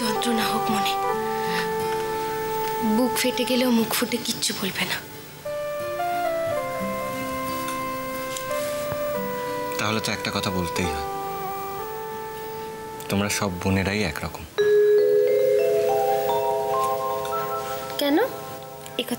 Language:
Bangla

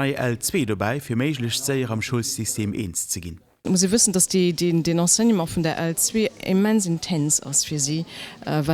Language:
Luxembourgish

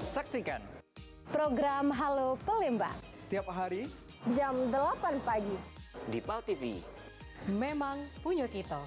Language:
Musi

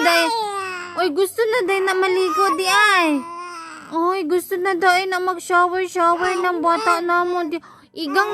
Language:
Cebuano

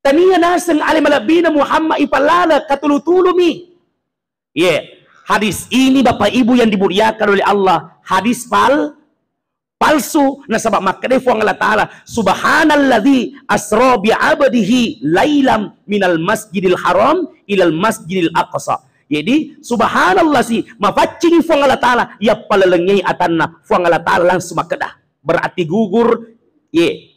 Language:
Buginese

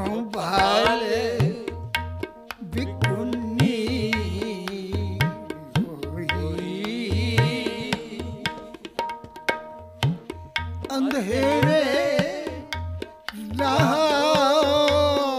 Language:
Punjabi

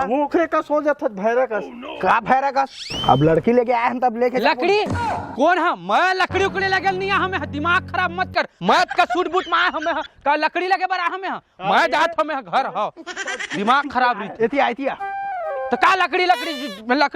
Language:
Chhattisgarhi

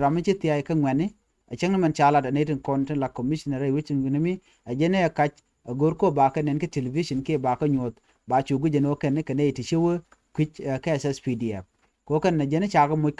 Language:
Nuer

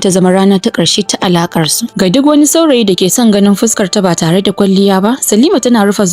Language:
Hausa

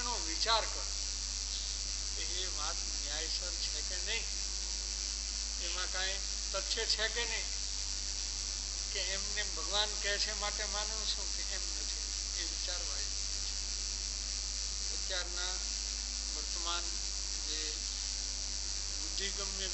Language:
Gujarati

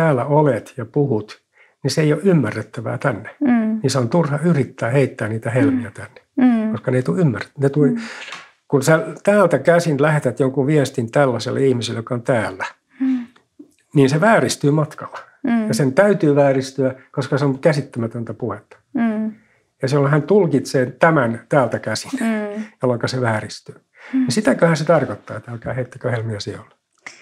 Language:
Finnish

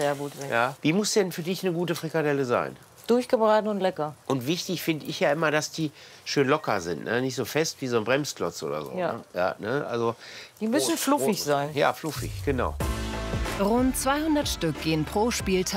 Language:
German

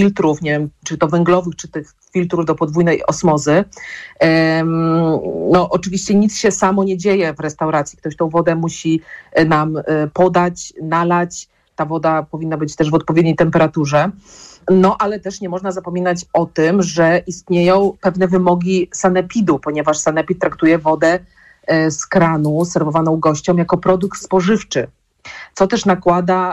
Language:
Polish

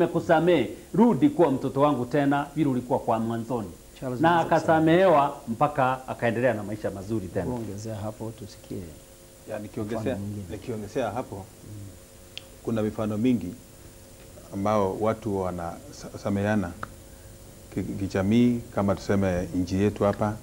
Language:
Swahili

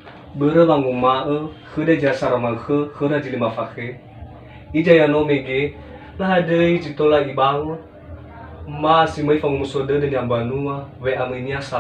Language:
Nias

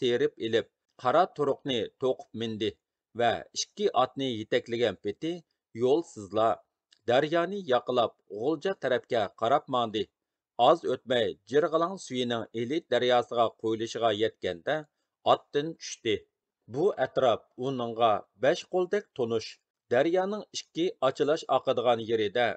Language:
Uyghur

